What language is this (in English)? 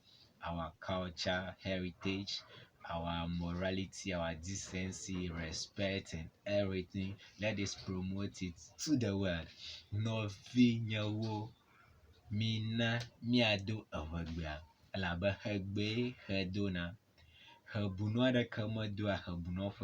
Ewe